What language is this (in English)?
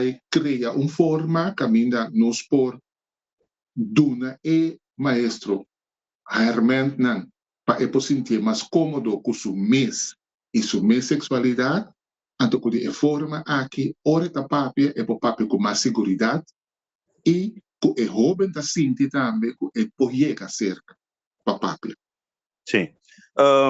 Papiamento